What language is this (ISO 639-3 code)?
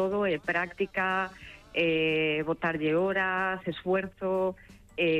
glg